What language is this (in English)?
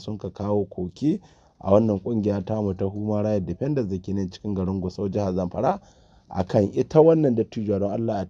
Hausa